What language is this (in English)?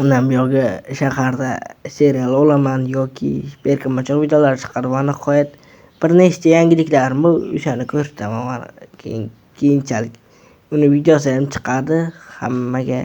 Uzbek